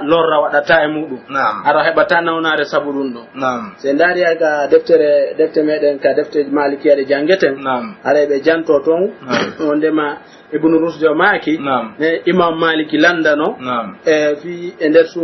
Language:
Pular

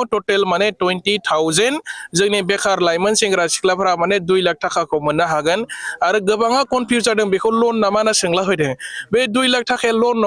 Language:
Bodo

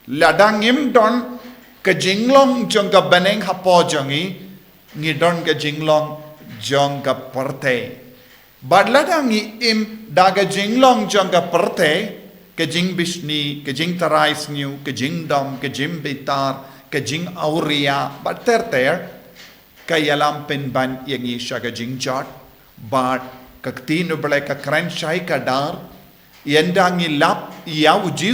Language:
Khasi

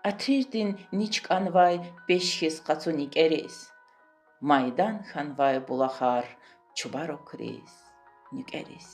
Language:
Lezghian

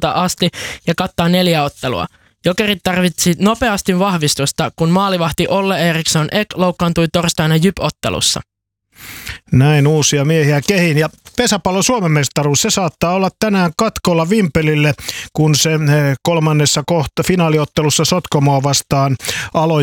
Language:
Finnish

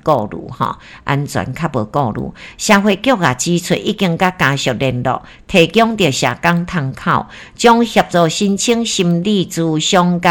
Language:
Min Nan Chinese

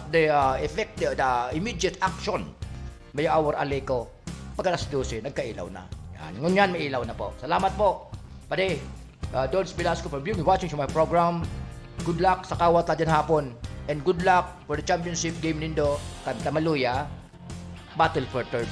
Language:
Bikol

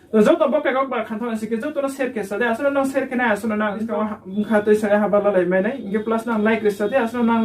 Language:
Riang (India)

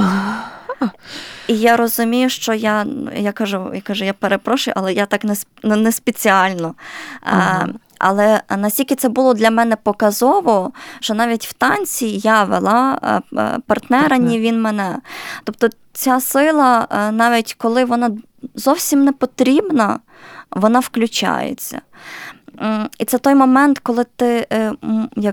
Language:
Ukrainian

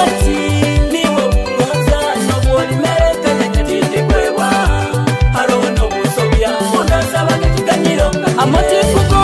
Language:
Nyoro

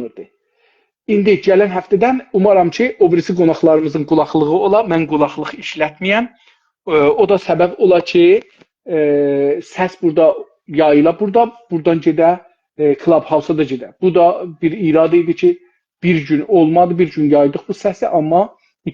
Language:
South Azerbaijani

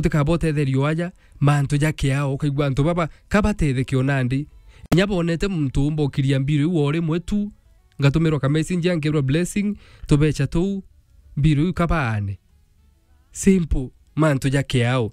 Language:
Meru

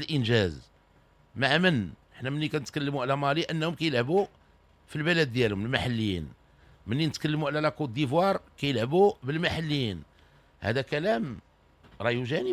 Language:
Moroccan Arabic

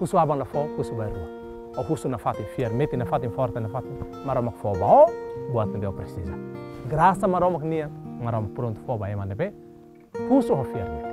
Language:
Tetum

